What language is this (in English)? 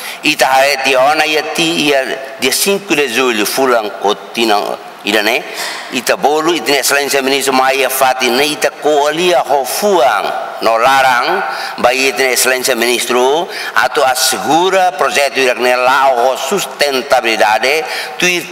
Tetum